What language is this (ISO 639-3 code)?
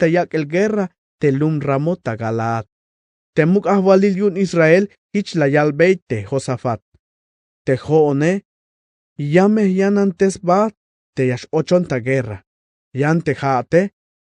tzh